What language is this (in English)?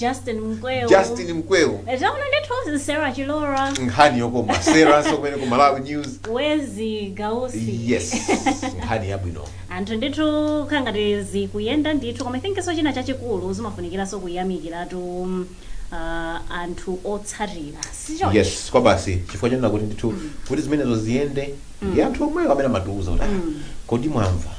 Nyanja